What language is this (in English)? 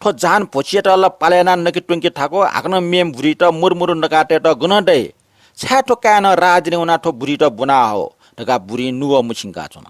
Newari